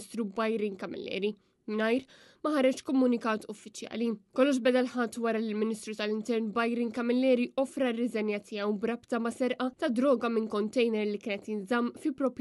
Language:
Maltese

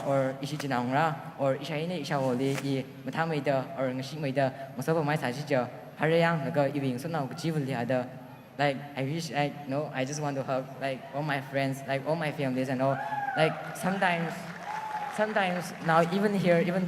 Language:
Tangkhul Naga (India)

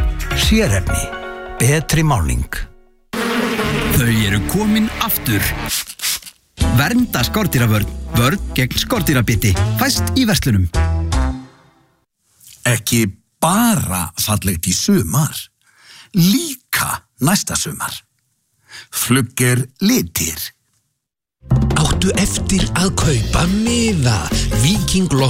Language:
Icelandic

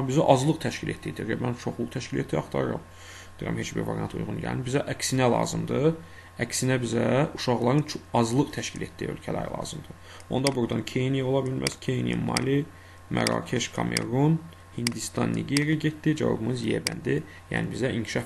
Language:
Azerbaijani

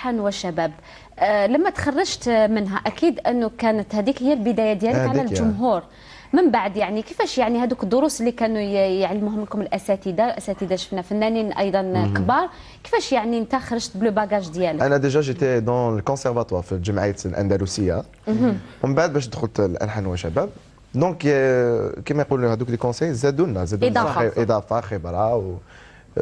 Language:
Algerian Arabic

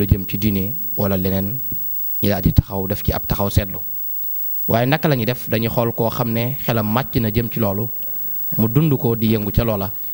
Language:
Wolof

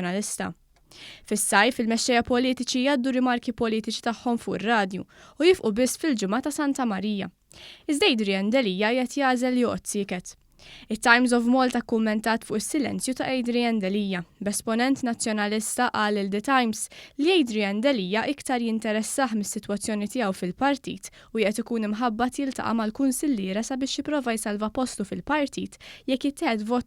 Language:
Maltese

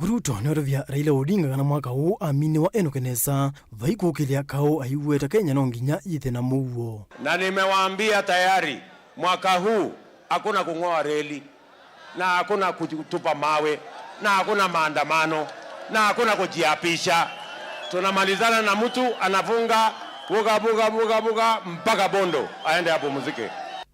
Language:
Kamba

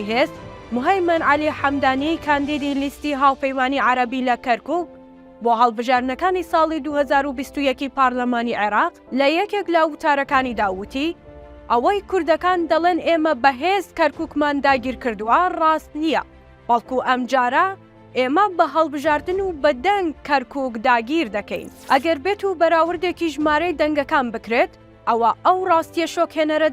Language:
Central Kurdish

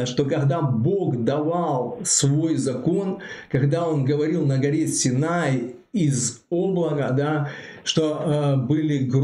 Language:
Russian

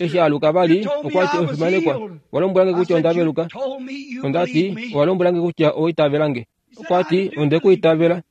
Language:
Kuanyama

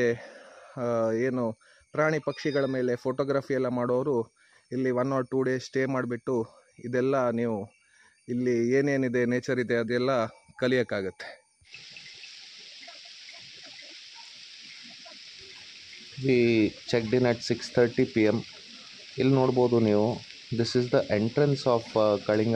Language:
Kannada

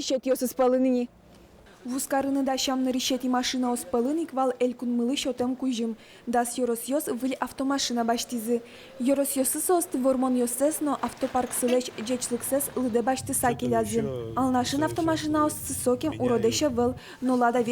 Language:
Udmurt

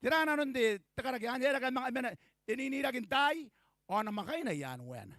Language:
Gilbertese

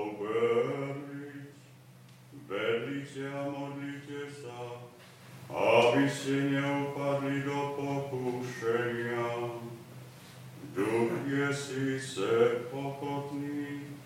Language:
Slovak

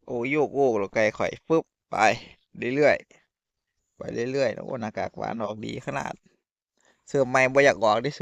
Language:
Northeastern Thai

